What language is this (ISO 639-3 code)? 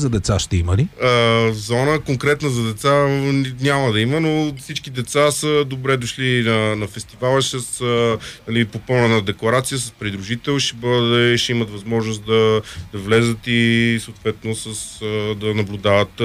bul